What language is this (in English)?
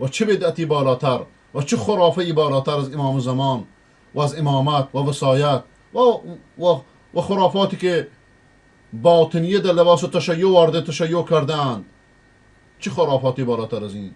Persian